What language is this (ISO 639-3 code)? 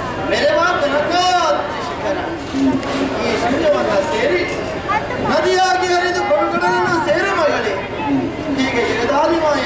kan